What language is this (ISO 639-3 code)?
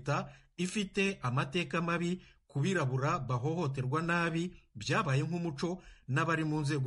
kin